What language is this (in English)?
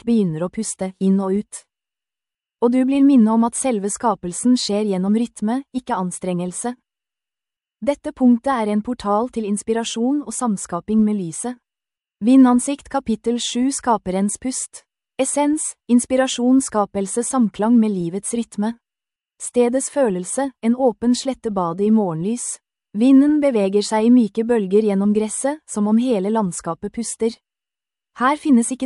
Norwegian